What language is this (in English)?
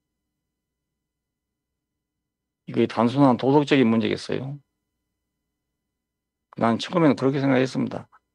Korean